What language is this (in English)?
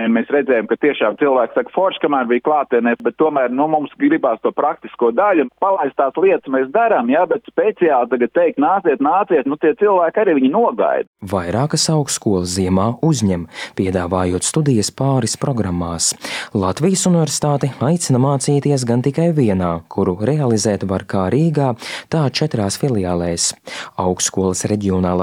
Latvian